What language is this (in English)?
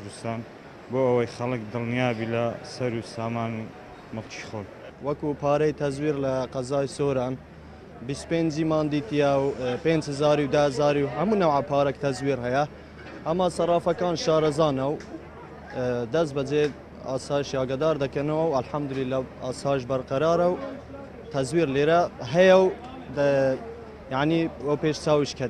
Central Kurdish